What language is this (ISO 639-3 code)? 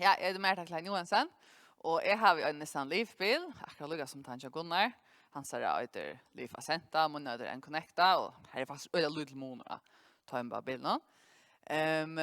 fao